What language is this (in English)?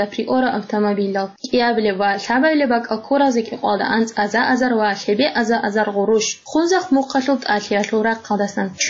Avaric